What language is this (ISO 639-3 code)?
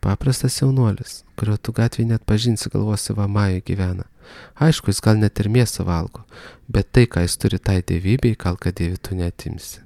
lit